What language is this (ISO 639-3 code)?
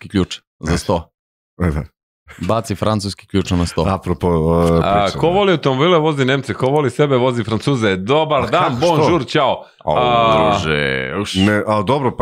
srp